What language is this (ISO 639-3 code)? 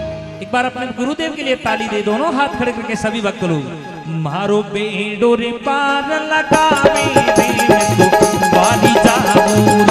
hin